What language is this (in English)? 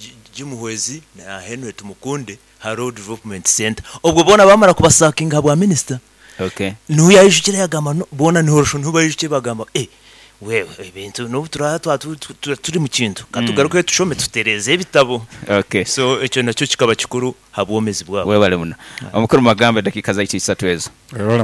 Nyoro